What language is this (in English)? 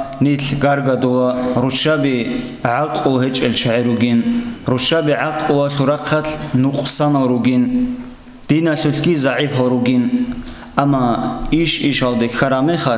Avaric